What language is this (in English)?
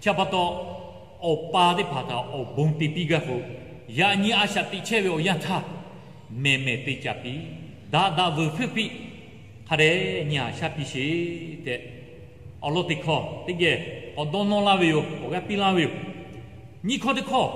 Lahu